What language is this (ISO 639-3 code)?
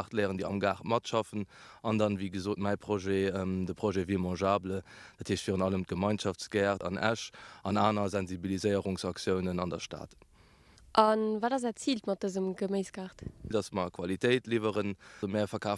ltz